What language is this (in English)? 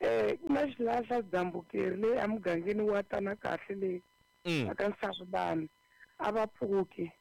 Tsonga